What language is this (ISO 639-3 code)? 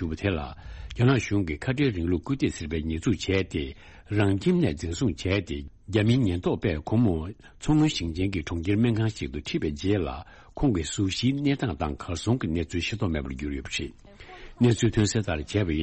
bod